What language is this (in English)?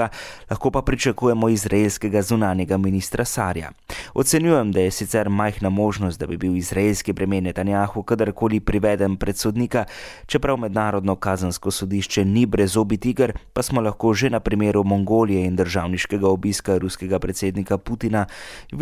Slovenian